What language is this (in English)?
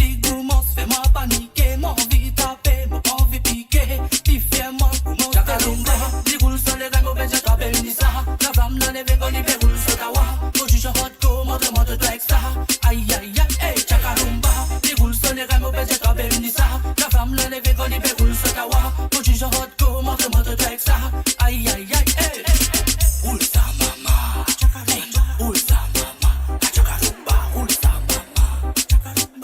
Morisyen